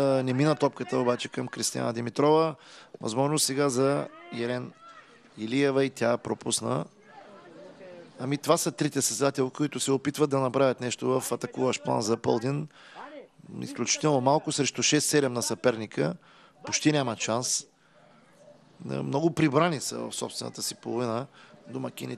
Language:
Bulgarian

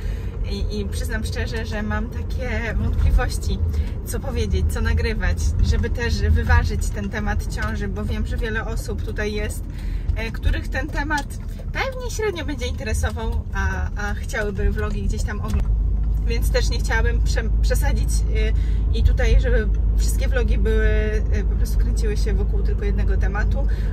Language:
Polish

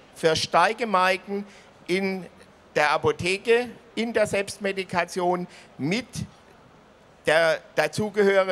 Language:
German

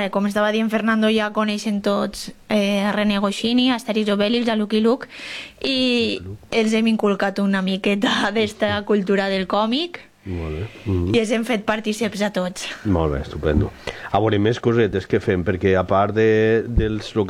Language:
Catalan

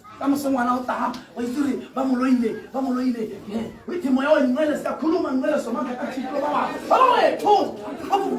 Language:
Tswana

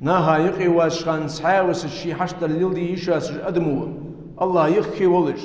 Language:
Ingush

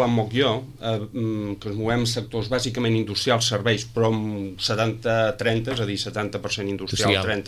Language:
Catalan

